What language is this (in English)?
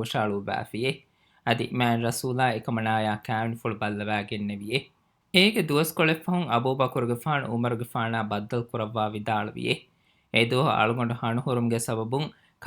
Divehi